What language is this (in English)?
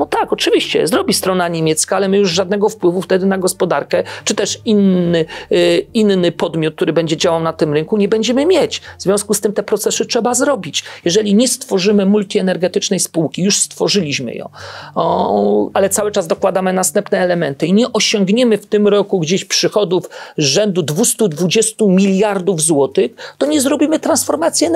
Polish